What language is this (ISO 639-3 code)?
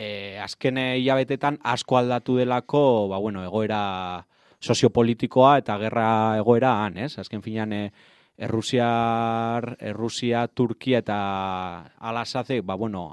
eus